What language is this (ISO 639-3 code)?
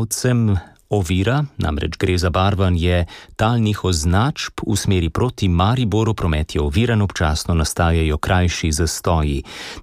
slv